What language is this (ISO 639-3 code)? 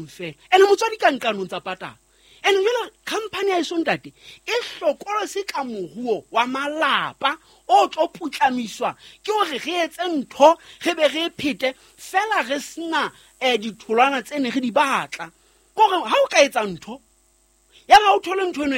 sot